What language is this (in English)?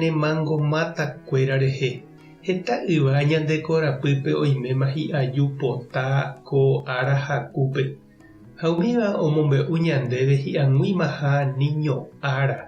Guarani